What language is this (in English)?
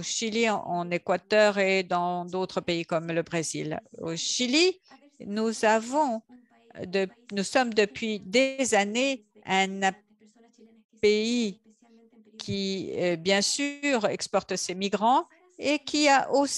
French